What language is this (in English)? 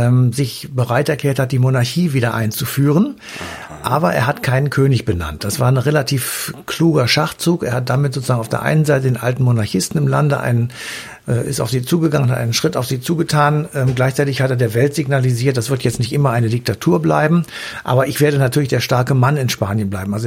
German